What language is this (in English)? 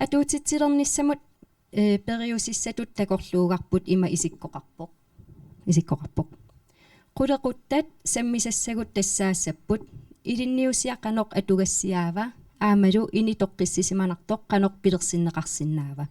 Kalaallisut